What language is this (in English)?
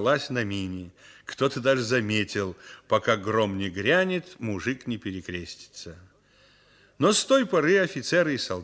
Russian